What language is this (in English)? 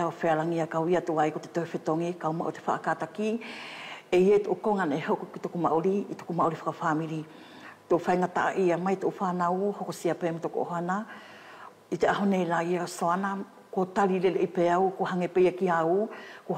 Wallisian